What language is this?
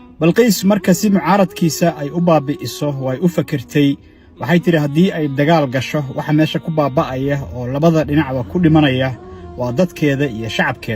Somali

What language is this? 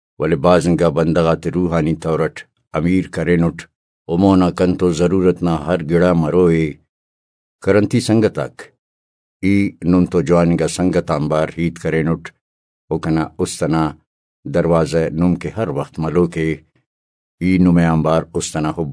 Brahui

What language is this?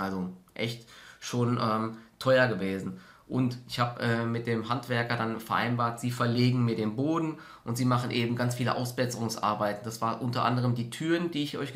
German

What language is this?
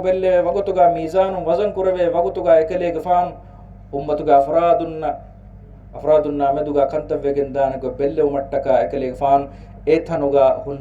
Divehi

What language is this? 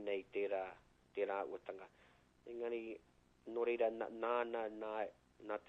Māori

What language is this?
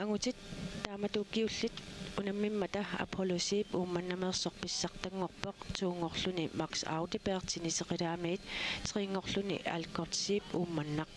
Kalaallisut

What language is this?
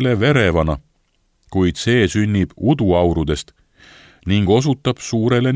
Estonian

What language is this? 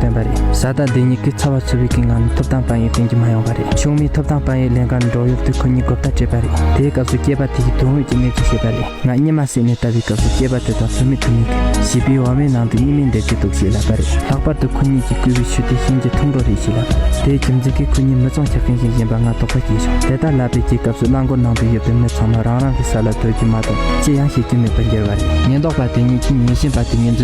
Tibetan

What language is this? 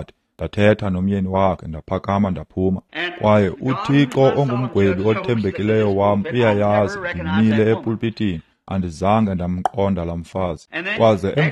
Xhosa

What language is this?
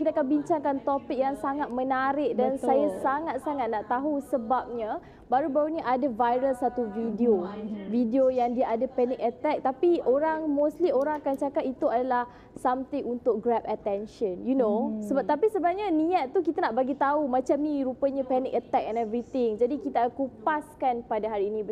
Malay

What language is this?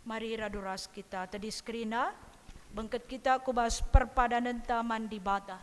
Batak Karo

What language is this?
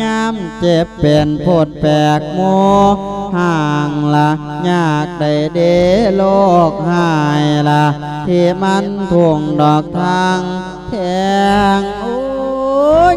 Lao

